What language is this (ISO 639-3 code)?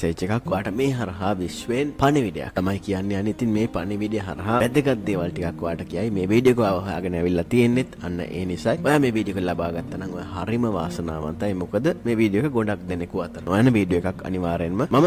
sin